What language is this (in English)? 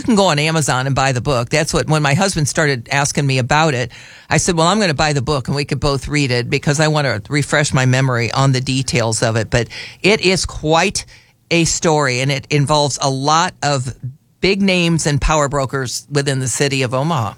English